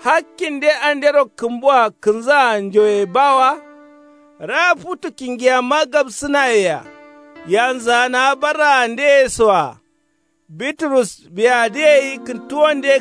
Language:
Kanuri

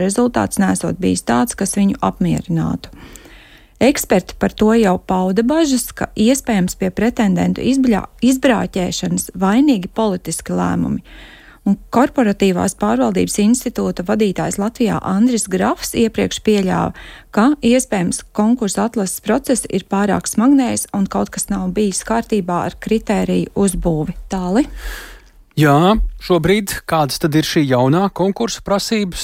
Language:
Latvian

